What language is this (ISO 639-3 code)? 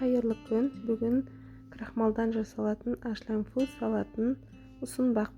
kaz